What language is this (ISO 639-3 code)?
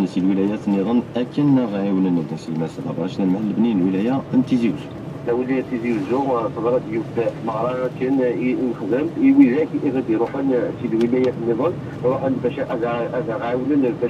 kab